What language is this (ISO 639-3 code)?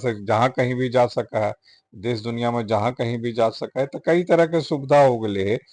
mag